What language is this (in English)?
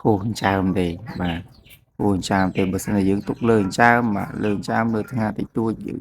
Khmer